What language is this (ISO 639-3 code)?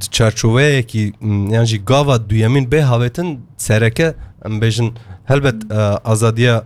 kur